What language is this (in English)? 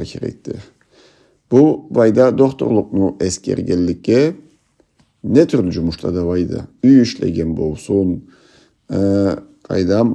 Karachay-Balkar